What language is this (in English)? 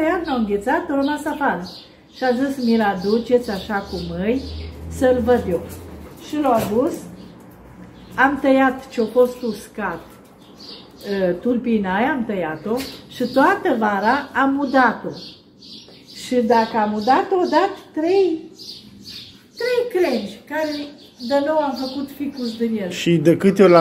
Romanian